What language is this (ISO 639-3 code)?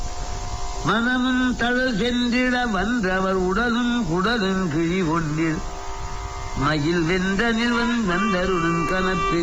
tam